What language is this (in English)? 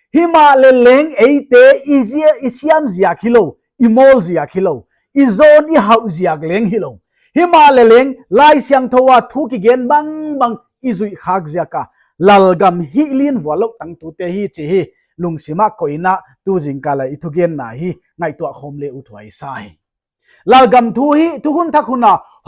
Paite Chin